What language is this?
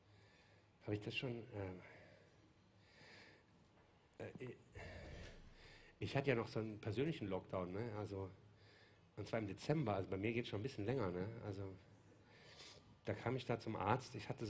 German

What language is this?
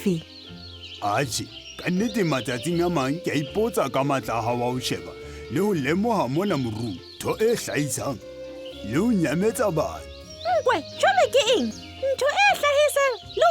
Southern Sotho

